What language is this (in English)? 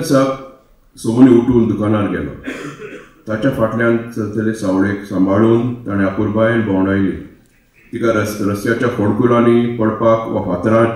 Konkani